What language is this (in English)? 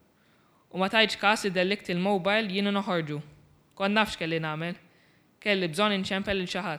Maltese